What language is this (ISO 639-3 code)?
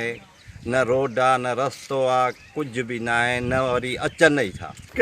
snd